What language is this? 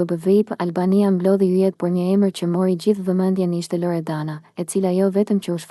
Albanian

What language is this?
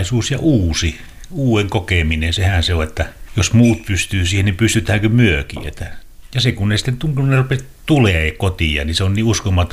Finnish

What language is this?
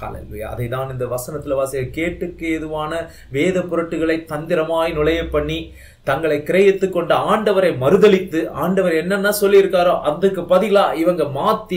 Tamil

